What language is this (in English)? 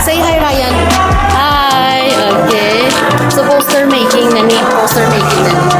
Hiligaynon